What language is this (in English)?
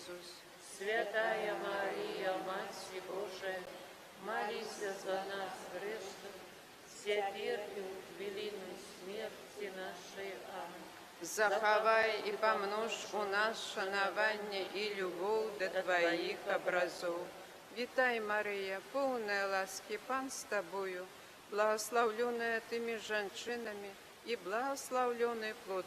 Belarusian